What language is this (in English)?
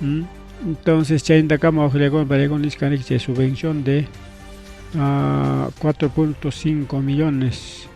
Ayacucho Quechua